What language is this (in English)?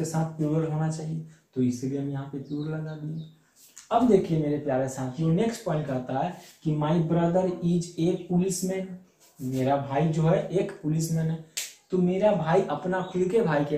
Hindi